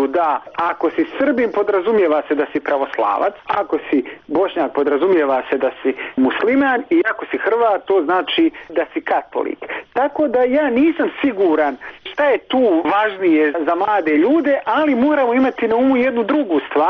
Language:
Bosnian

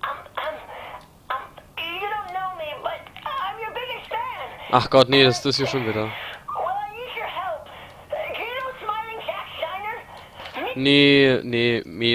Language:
Palatine German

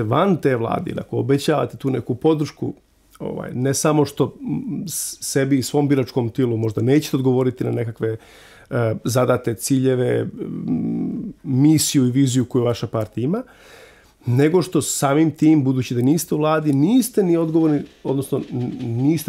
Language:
Serbian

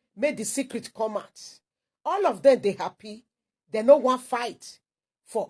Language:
Nigerian Pidgin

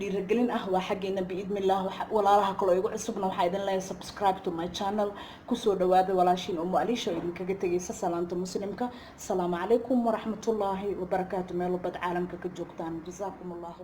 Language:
Somali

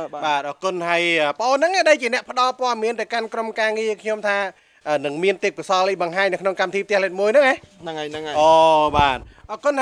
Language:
Khmer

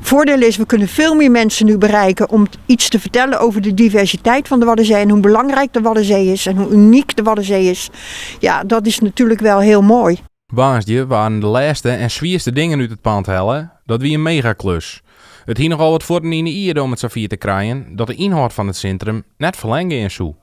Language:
Western Frisian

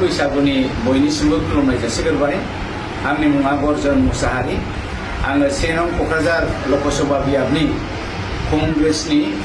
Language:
Bodo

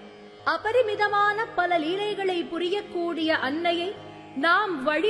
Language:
Tamil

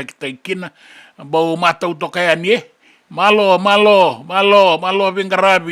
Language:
Fijian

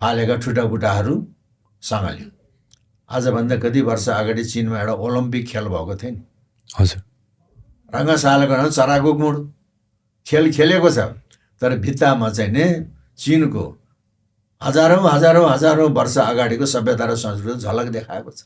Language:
Nepali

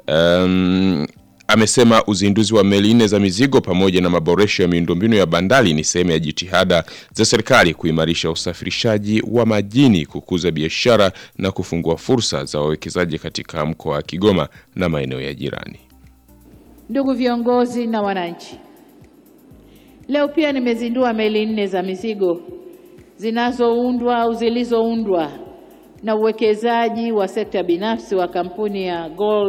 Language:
Swahili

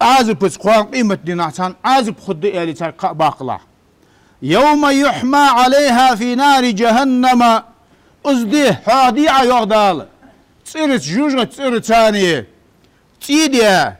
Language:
Ingush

